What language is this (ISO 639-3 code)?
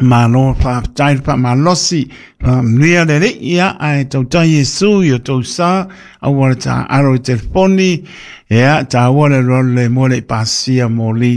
smo